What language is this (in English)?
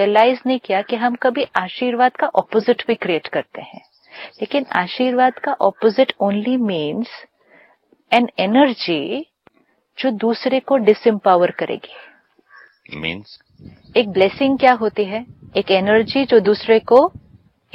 Hindi